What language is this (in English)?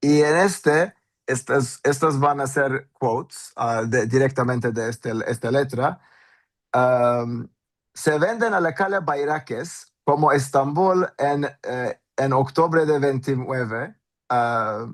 Ladino